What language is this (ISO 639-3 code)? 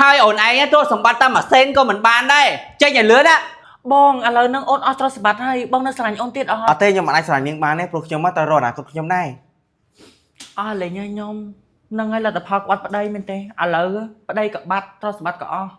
khm